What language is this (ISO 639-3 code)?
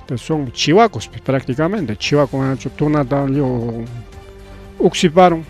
quy